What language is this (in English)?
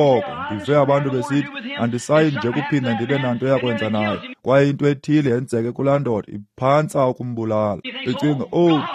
Xhosa